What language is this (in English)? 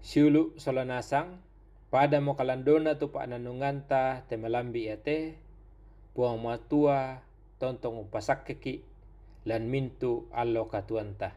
Toraja-Sa'dan